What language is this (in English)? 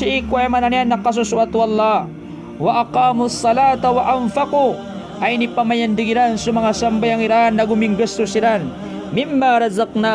Maranao